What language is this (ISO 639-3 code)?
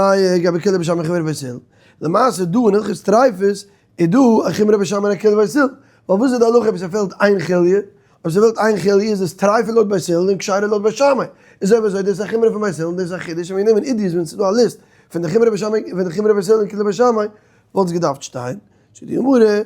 yid